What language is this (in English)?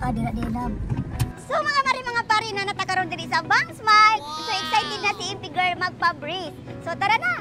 Cebuano